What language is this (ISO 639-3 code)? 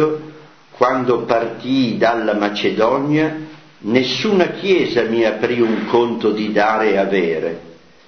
ita